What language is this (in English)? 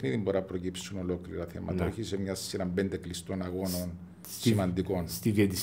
Greek